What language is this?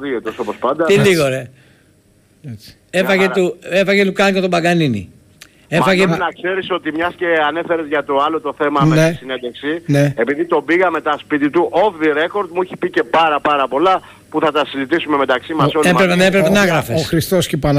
Greek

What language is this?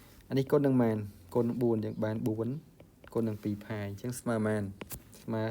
Khmer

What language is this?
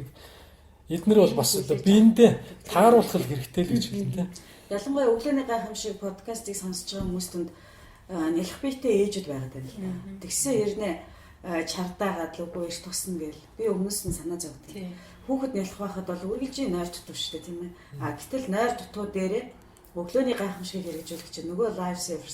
Mongolian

